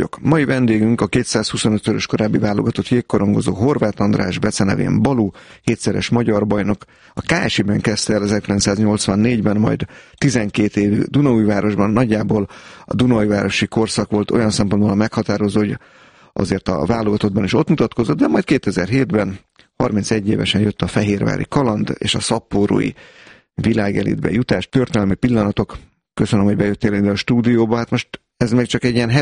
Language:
Hungarian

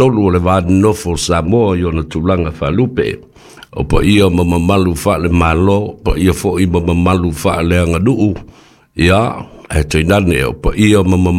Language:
Samoan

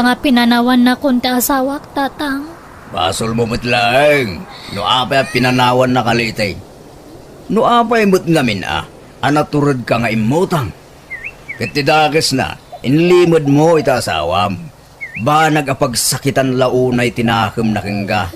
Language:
Iloko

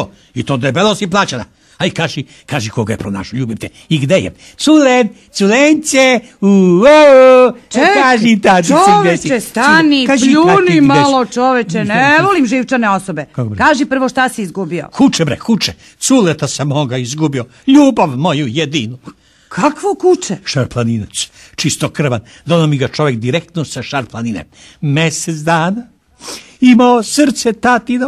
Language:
Serbian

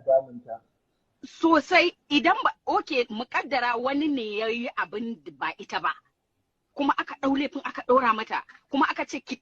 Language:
Hausa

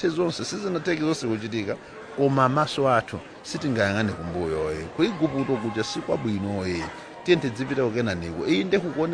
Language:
Nyanja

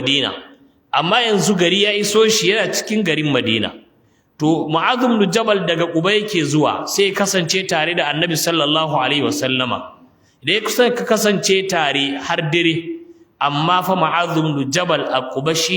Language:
Hausa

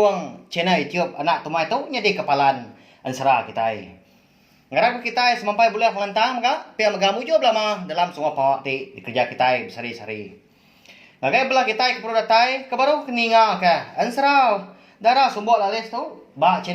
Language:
Iban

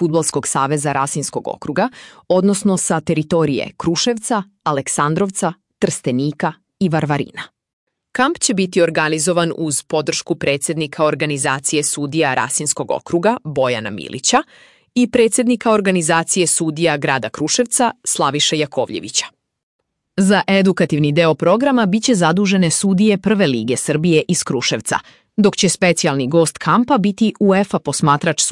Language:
Serbian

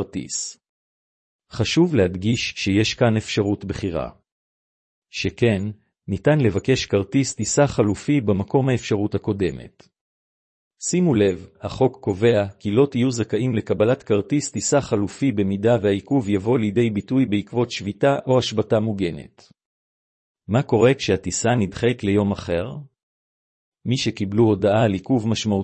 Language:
Hebrew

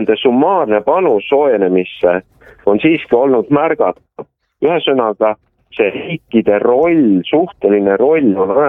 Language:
Estonian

